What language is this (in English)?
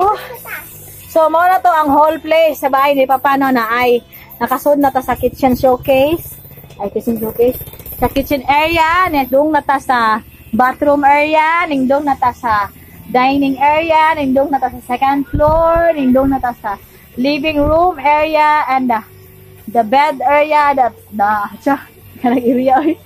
Cebuano